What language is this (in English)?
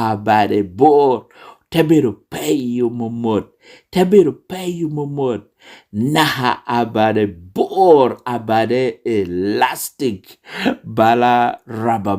Lango (Uganda)